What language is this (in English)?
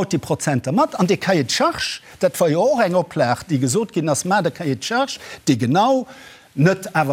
Luxembourgish